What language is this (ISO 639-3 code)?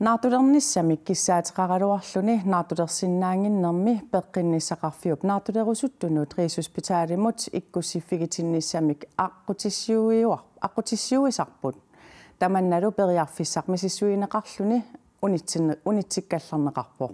kal